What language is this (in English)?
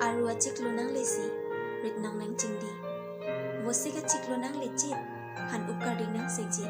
Karbi